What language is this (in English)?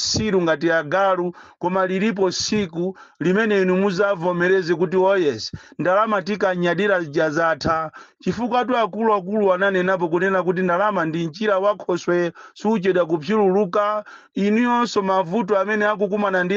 Nyanja